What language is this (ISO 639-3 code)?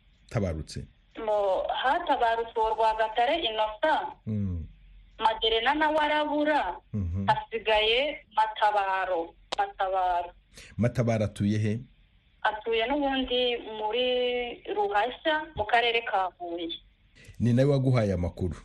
kin